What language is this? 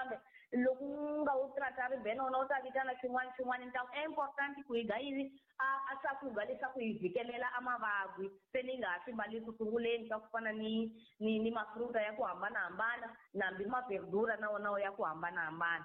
Tsonga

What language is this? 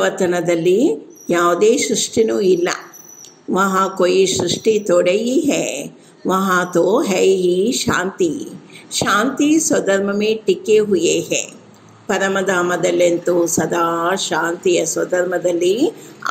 Kannada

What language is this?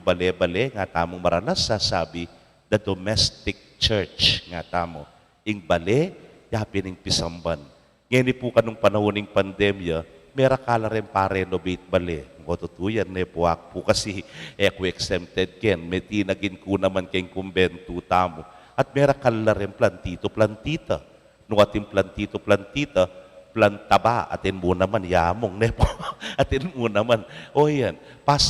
Pampanga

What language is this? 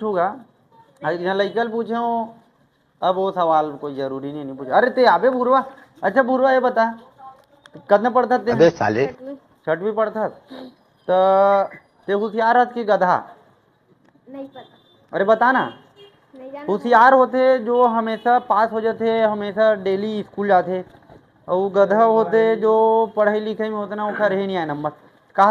Chhattisgarhi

